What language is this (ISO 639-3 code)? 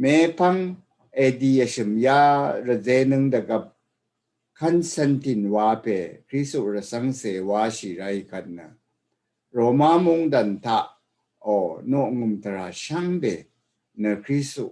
raw